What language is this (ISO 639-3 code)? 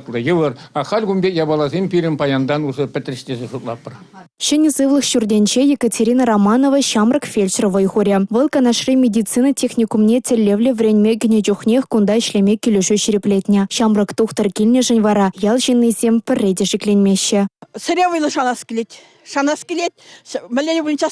chv